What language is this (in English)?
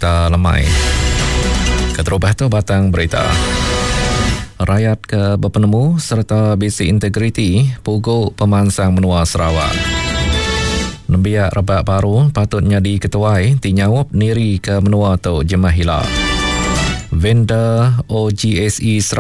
Iban